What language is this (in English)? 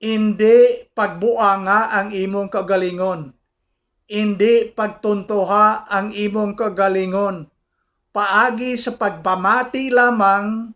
Hiligaynon